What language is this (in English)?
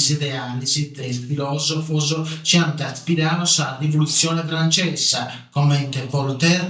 Sardinian